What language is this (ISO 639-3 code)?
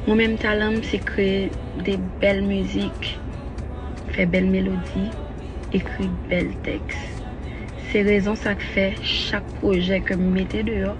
hat